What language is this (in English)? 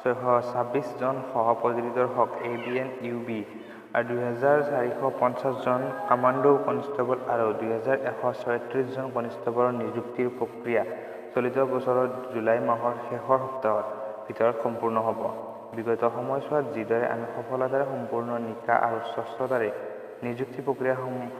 Assamese